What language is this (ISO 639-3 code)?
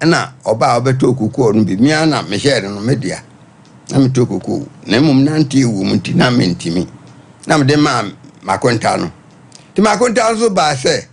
aka